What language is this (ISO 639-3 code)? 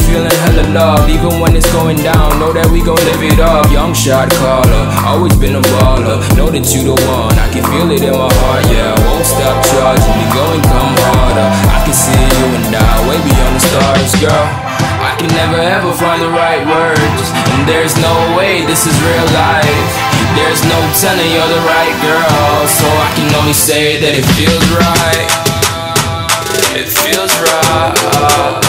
eng